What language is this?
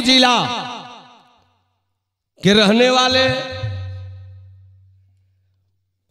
Bhojpuri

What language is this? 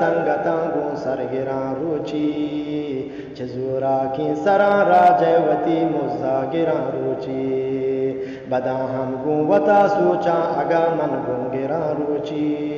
Eastern Balochi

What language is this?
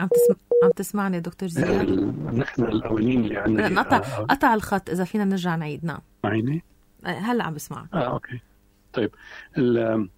North Levantine Arabic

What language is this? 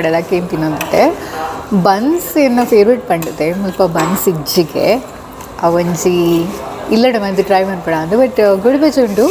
Tulu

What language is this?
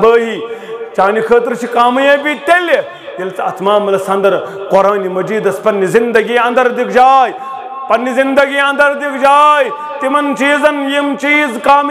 Kashmiri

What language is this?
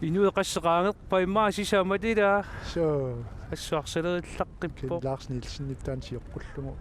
Kalaallisut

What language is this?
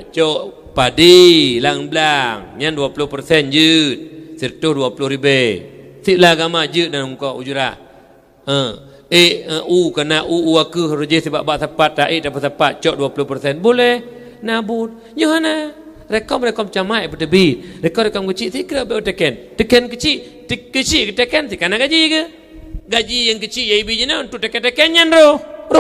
Achinese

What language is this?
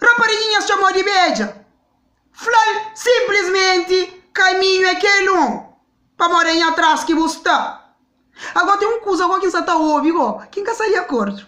Kabuverdianu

